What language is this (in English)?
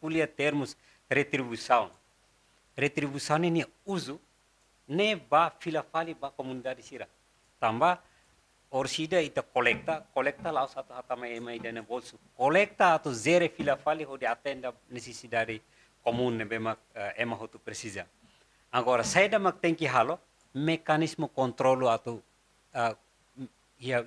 Tetum